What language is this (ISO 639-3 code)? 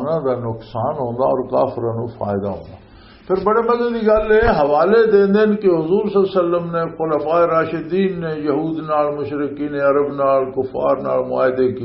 lah